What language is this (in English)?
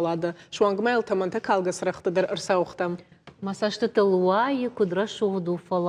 Ossetic